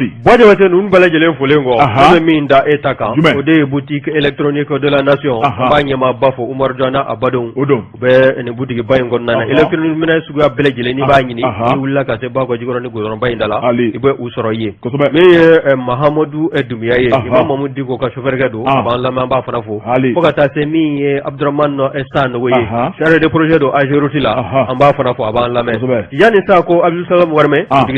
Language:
Bambara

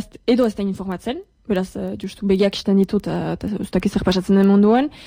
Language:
Basque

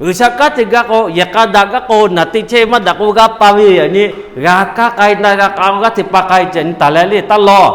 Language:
Lahu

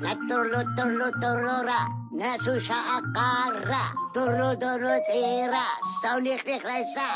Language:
Lak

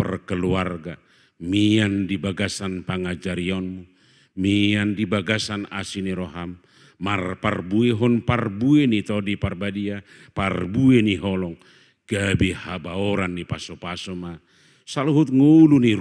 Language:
Batak Toba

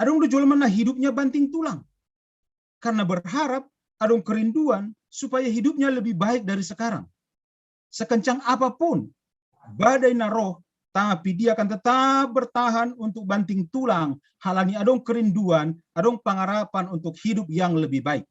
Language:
Batak Simalungun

